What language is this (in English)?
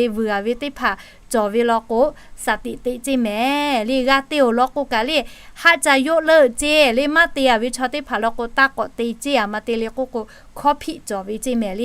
Lahu